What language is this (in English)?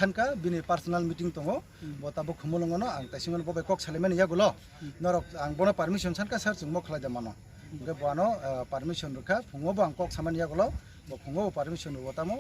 Kok Borok